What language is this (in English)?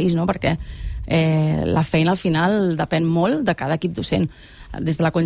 Catalan